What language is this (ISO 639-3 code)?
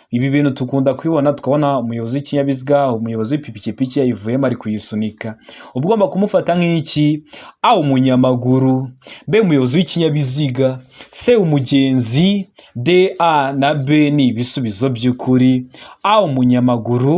kin